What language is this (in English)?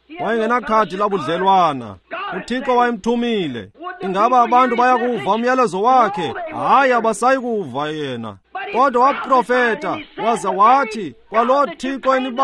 Xhosa